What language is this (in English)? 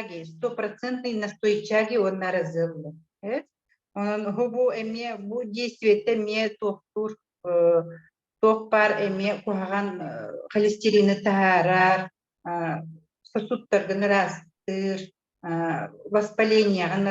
Yakut